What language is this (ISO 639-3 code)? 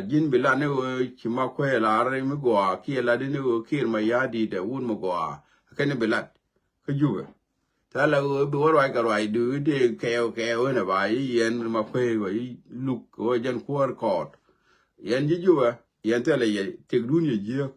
nus